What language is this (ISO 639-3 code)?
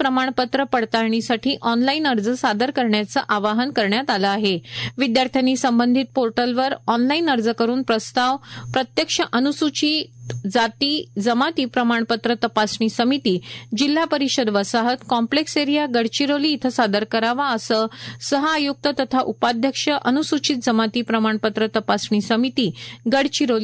mar